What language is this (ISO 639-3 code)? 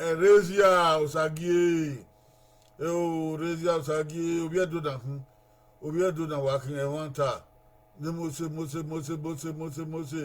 bin